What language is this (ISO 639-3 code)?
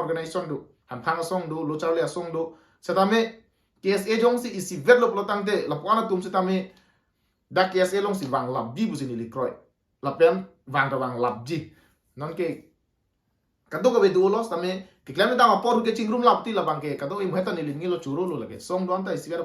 mjw